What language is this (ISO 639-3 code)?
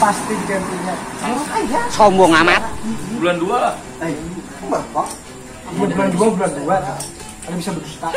bjn